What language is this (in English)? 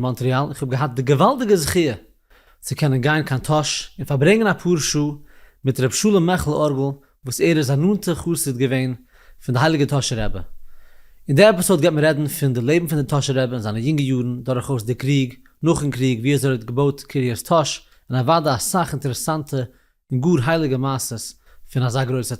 Yiddish